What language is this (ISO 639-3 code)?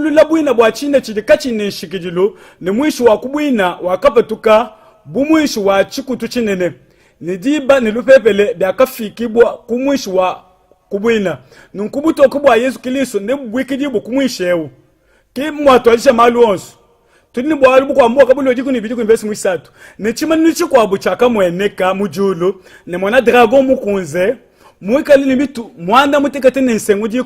lua